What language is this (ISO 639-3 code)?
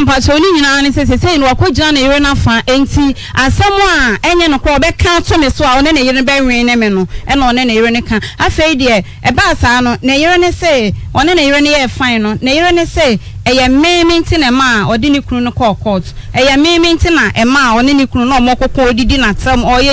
aka